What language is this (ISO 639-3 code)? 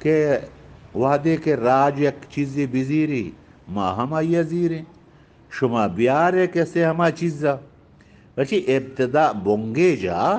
bgp